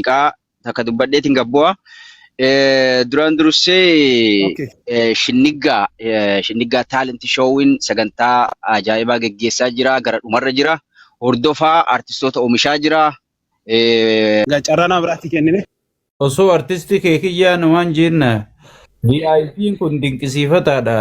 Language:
Oromo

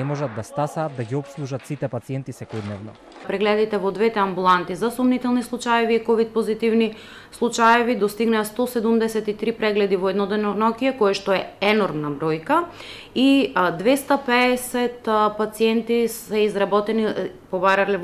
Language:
Macedonian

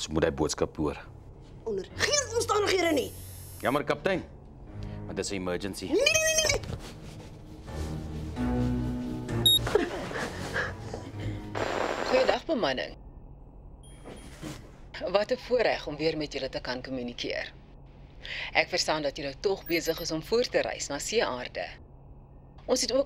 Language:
Afrikaans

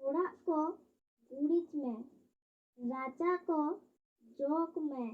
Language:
Santali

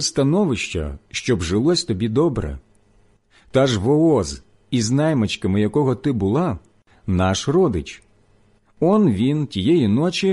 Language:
Ukrainian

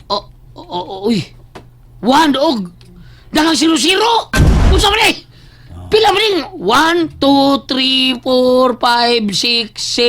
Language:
Cebuano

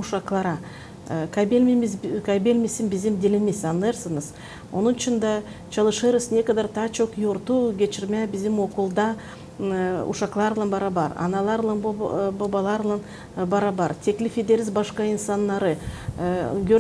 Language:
Gagauz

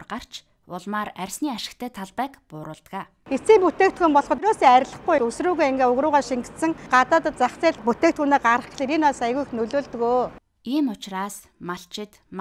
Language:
Mongolian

